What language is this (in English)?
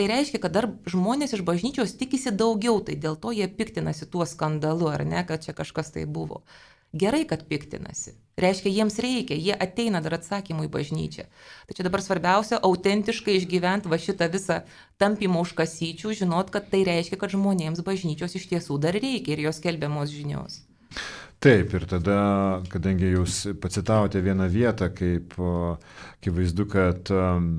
Lithuanian